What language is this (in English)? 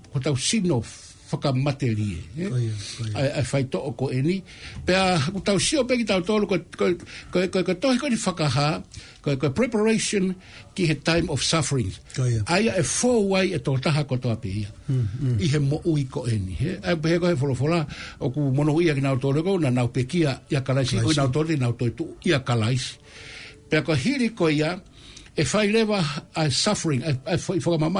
Tongan